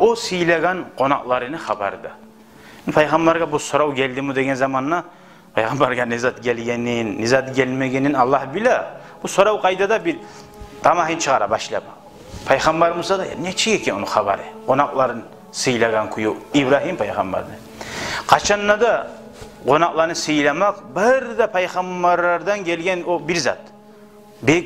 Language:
Kumyk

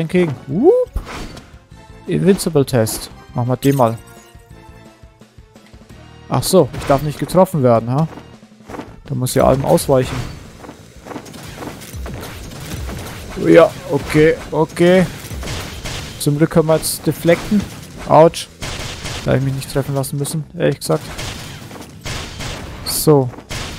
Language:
German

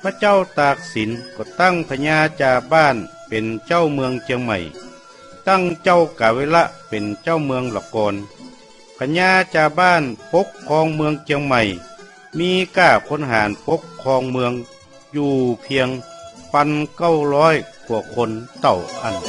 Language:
Northern Thai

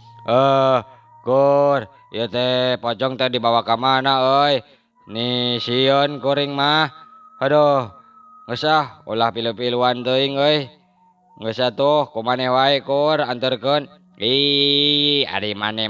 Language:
Sundanese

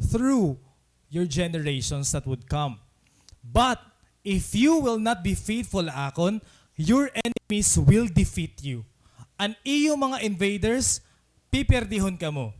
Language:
Waray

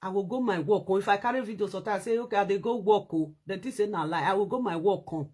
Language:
Nigerian Pidgin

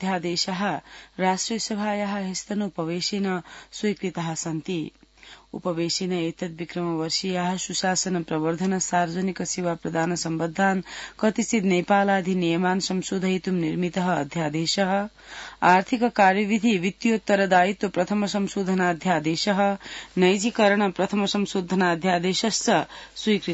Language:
Sanskrit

